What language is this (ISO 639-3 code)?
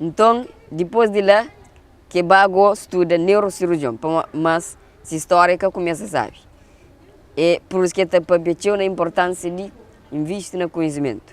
kea